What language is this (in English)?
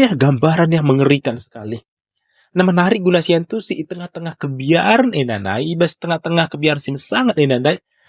Batak Karo